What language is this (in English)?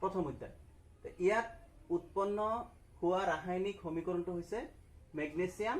Assamese